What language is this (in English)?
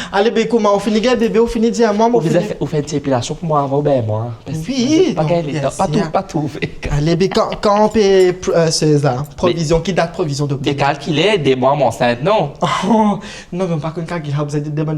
Morisyen